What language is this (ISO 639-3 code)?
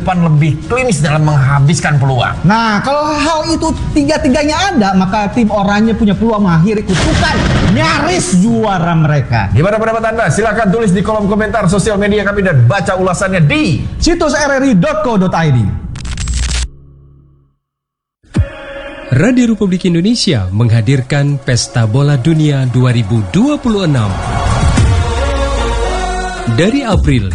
ind